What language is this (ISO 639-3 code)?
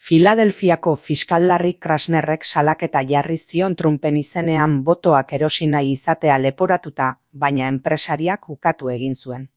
eus